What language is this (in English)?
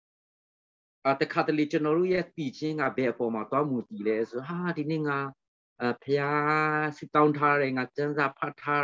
Burmese